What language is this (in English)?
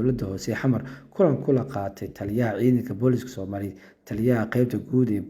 Somali